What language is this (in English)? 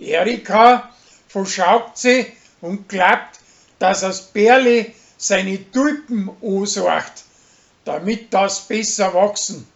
Bavarian